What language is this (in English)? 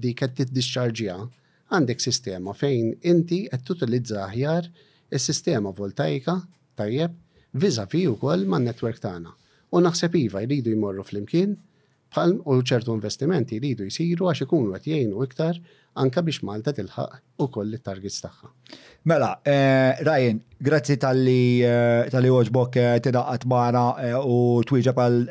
Maltese